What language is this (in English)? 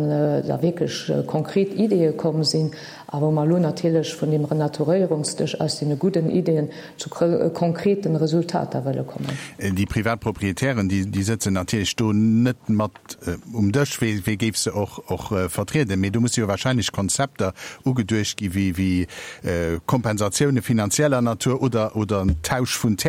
Luxembourgish